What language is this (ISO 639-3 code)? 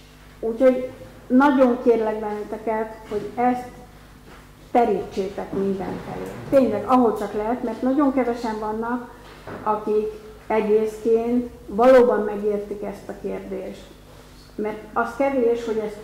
hun